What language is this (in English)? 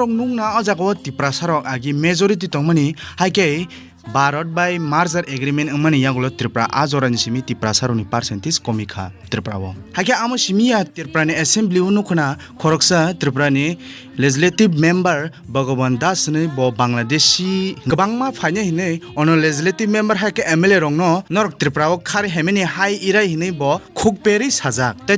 Kok Borok